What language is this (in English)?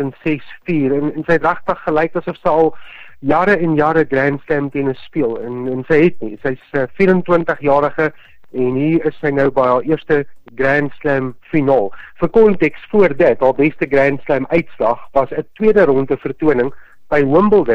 Afrikaans